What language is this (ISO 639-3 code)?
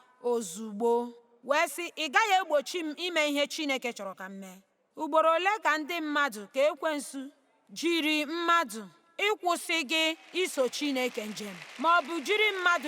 ibo